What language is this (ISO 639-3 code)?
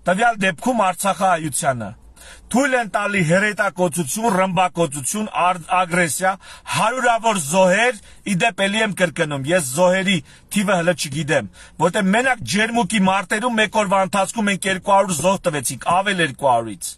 hye